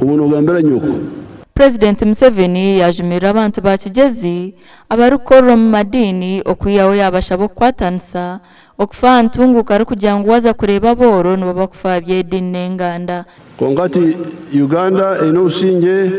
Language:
Nyankole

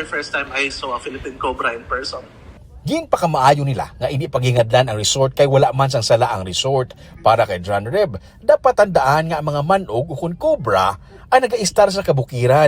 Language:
Hiligaynon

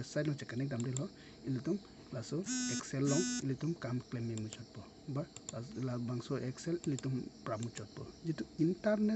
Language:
Karbi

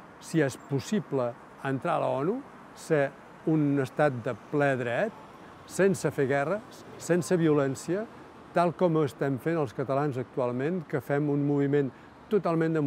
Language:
Catalan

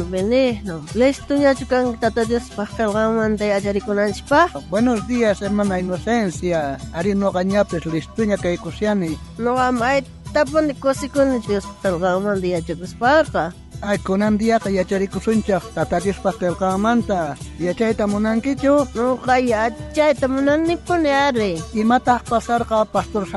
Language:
South Bolivian Quechua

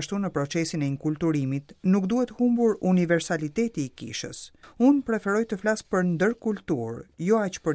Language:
Albanian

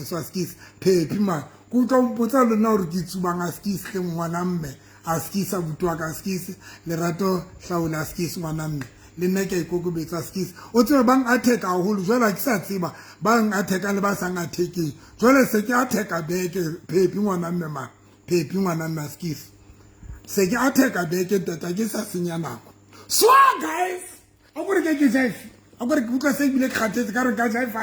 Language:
Southern Sotho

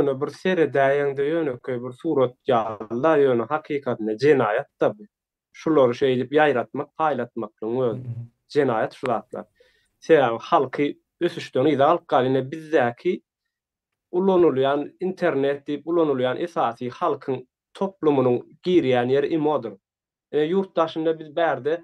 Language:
Turkmen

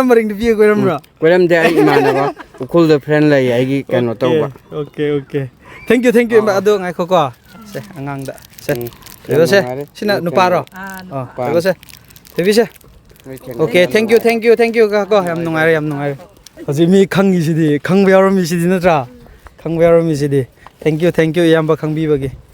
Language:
Manipuri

